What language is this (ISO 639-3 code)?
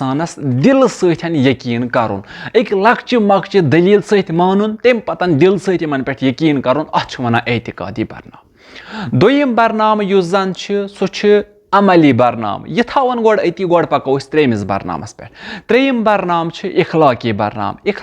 kas